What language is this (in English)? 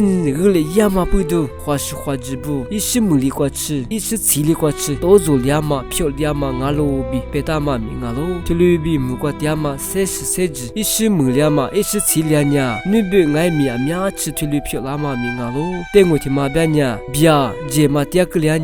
Lisu